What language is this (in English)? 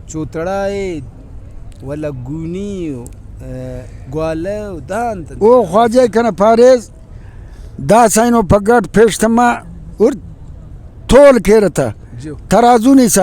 Brahui